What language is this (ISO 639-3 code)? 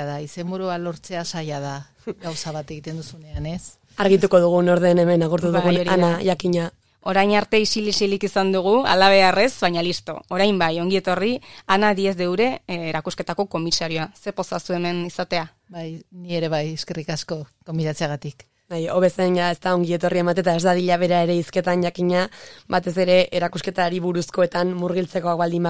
eus